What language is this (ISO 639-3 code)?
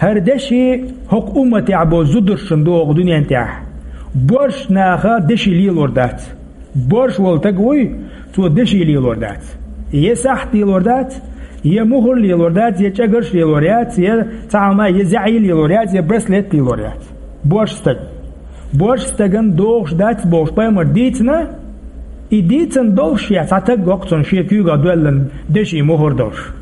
che